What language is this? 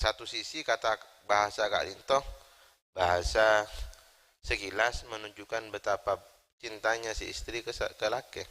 Madurese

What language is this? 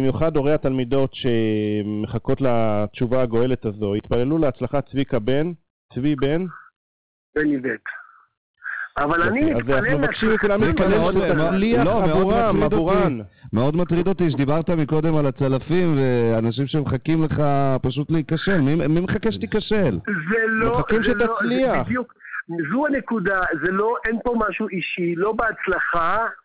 Hebrew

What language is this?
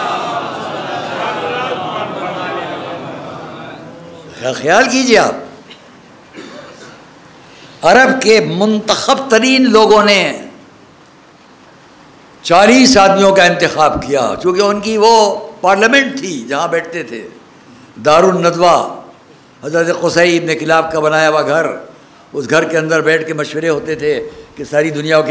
Urdu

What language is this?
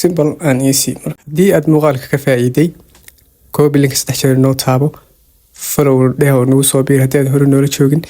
Somali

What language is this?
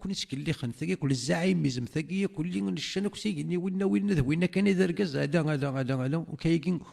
Kabyle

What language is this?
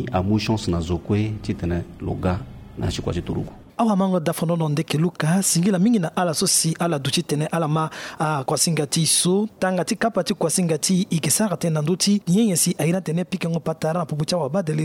Sango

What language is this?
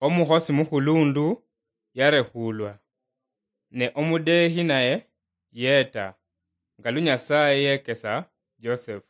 Luyia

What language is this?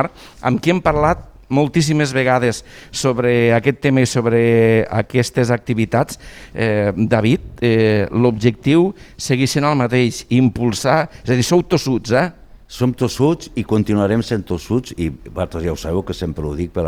Catalan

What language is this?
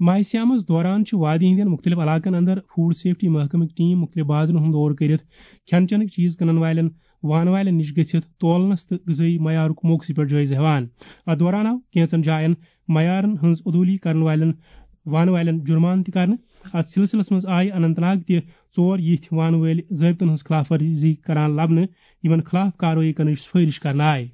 Kashmiri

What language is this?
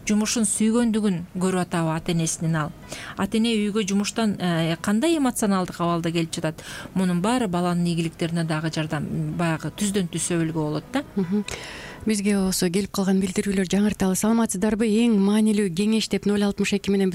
Kyrgyz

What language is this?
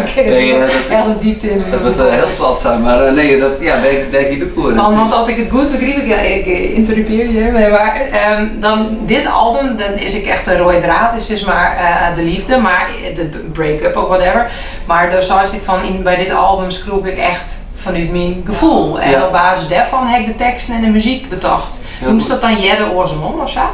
Western Frisian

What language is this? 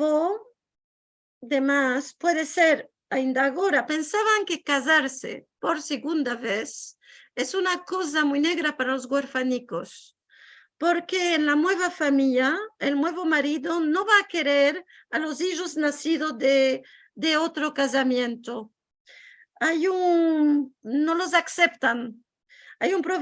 Ladino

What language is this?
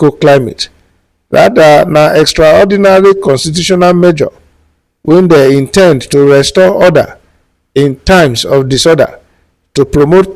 Nigerian Pidgin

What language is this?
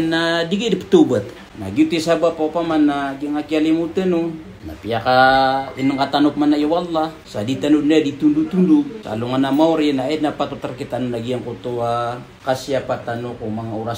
Maranao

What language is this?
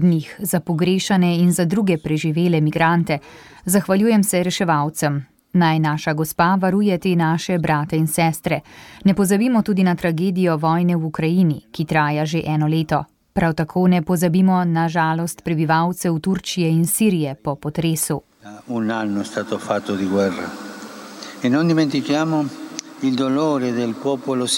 Slovenian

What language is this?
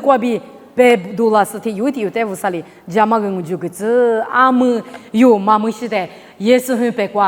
Lisu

